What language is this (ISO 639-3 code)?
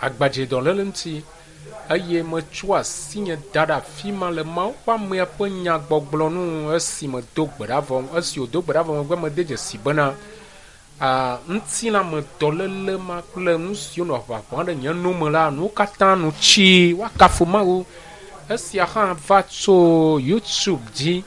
ewe